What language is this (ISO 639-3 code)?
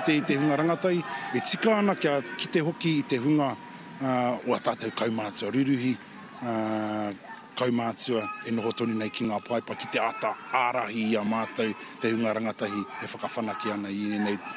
mri